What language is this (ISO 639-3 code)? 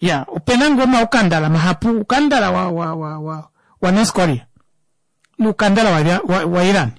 kua